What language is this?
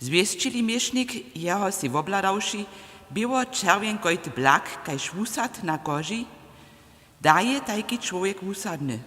Upper Sorbian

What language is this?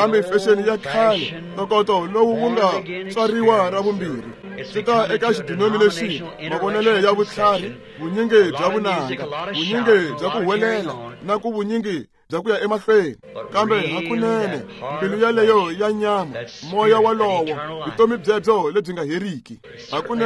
Tsonga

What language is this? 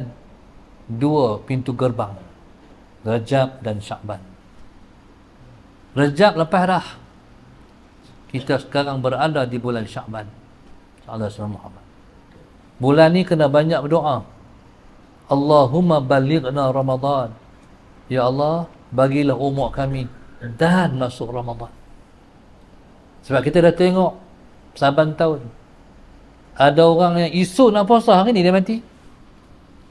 Malay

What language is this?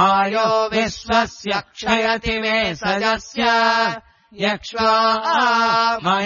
Sanskrit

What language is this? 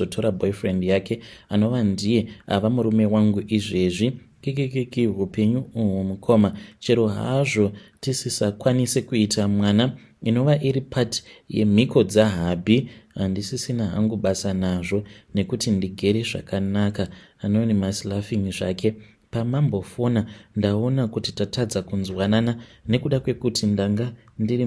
Shona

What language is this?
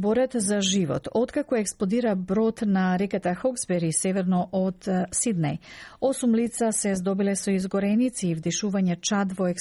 Macedonian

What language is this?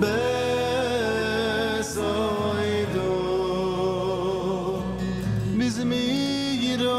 Yiddish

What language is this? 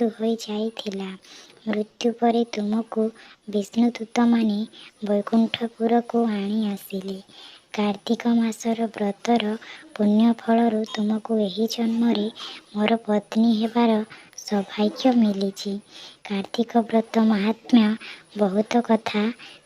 Odia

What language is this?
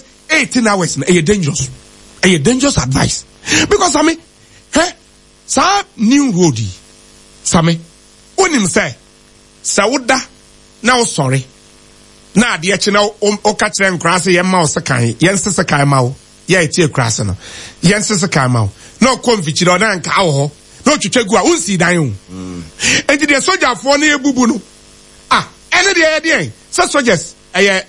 Akan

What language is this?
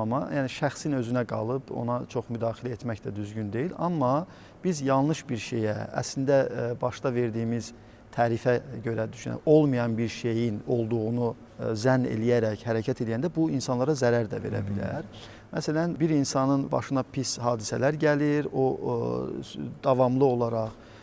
Azerbaijani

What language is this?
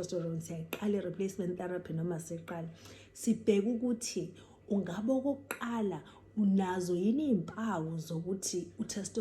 Zulu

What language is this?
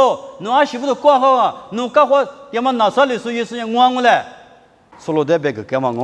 Lisu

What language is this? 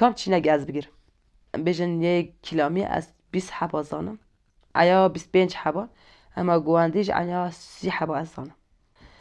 Kurdish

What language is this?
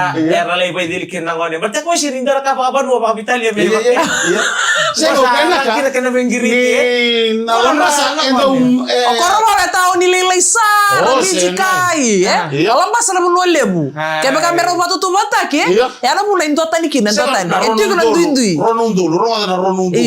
Fijian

